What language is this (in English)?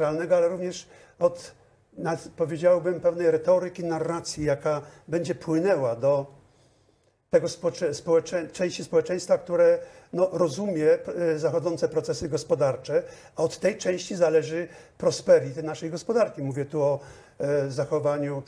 Polish